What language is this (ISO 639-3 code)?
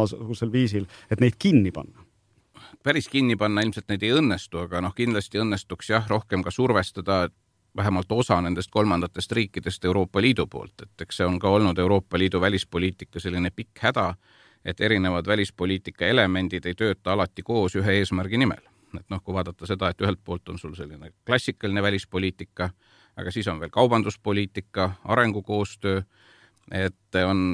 est